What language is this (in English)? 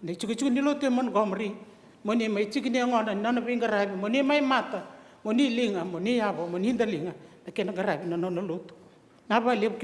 Fijian